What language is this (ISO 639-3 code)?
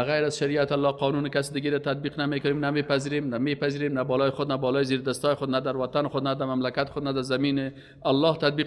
fas